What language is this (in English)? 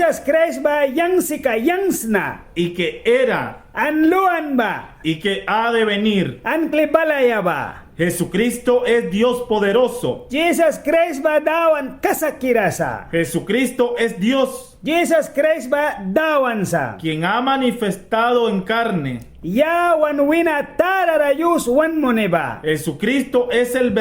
Mískito